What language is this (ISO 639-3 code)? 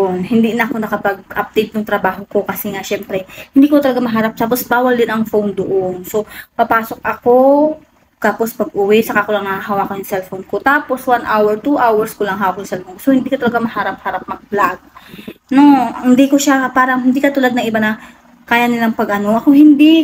fil